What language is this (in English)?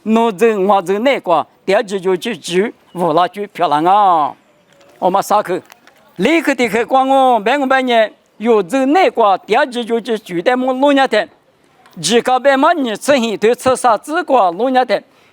Lisu